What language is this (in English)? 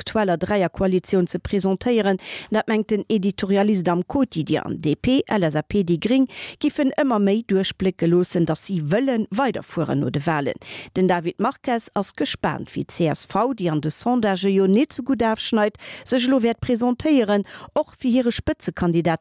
Luxembourgish